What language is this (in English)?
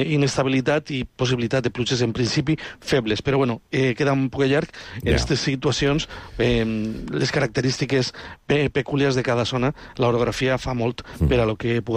Catalan